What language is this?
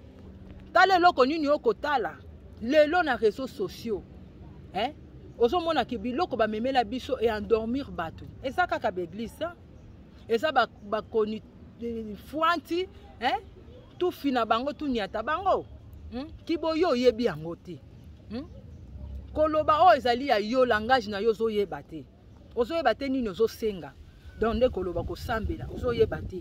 Lingala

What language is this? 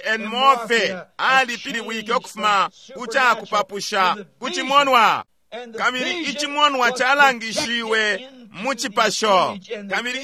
Bemba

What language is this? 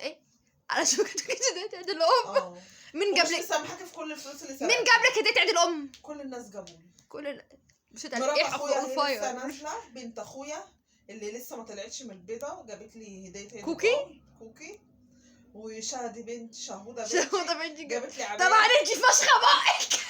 Egyptian Arabic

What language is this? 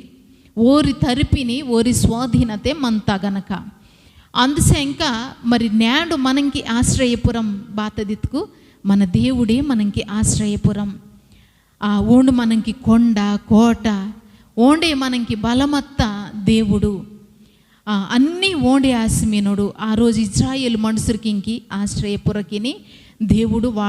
Koya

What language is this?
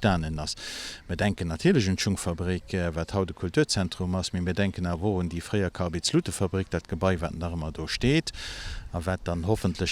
Luxembourgish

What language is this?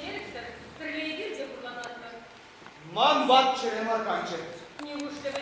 Chuvash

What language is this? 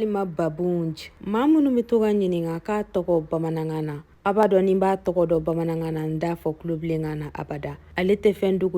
Bambara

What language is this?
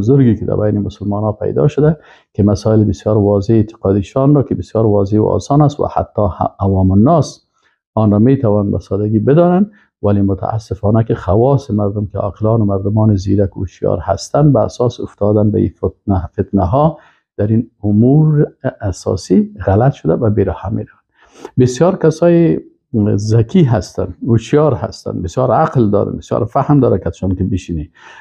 Persian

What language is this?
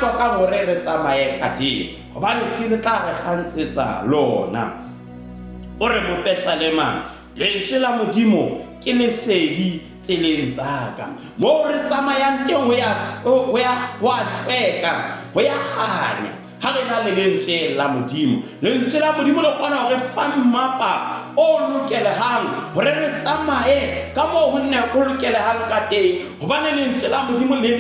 Southern Sotho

